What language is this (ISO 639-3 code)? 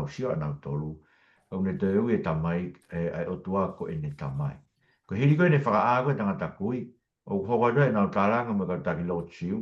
ton